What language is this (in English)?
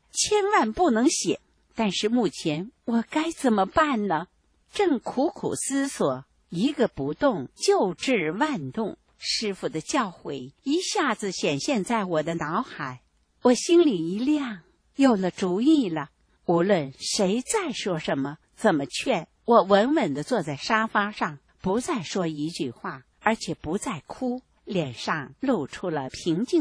Chinese